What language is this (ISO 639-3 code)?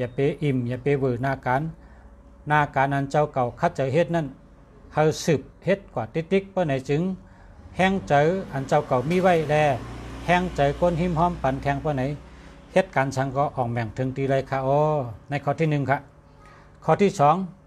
shn